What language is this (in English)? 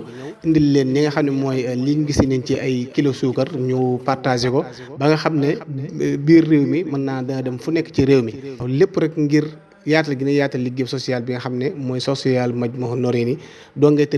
Wolof